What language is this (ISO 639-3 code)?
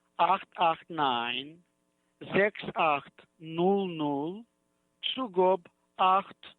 yid